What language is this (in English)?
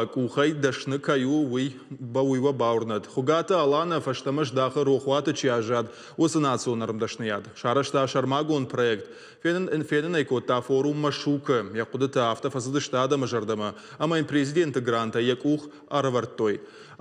Ossetic